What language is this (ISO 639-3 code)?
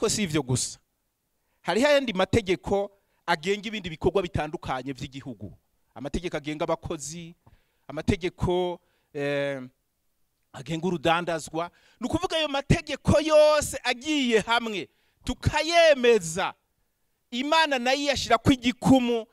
run